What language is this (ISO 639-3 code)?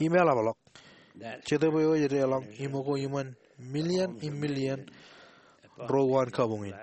mah